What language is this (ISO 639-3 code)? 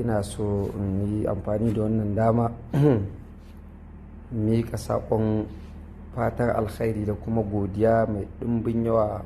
hau